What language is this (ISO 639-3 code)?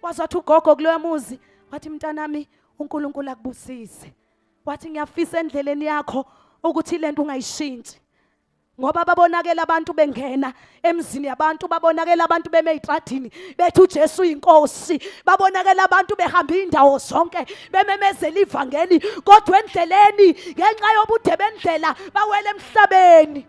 zul